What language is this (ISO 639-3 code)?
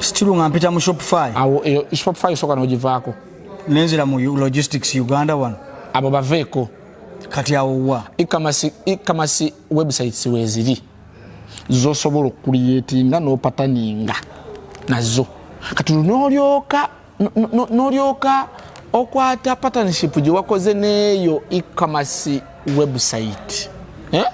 lug